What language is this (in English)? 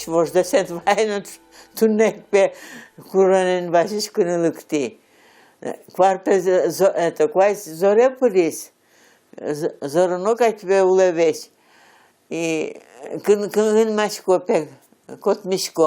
Udmurt